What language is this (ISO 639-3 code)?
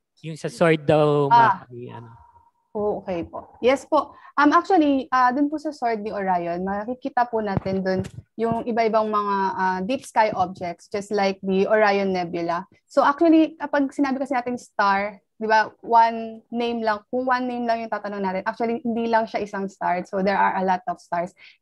fil